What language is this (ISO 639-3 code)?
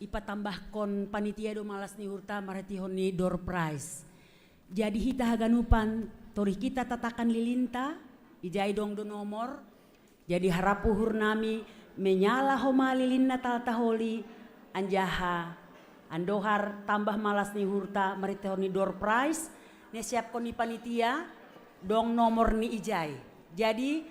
bts